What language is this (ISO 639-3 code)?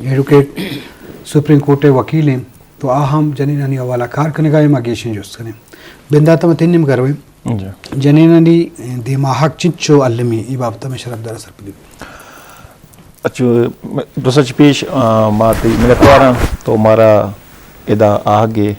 bgp